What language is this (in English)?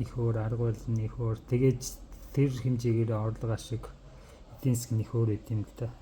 Mongolian